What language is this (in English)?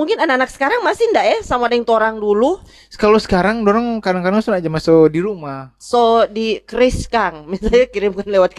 Manado Malay